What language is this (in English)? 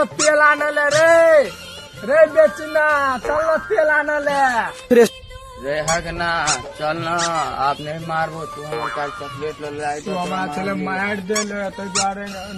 Maithili